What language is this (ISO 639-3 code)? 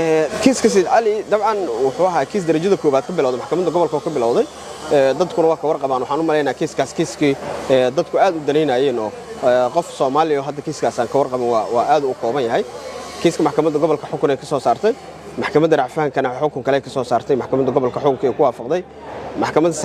som